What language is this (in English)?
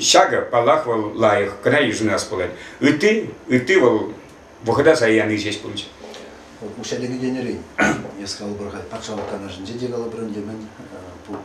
Chuvash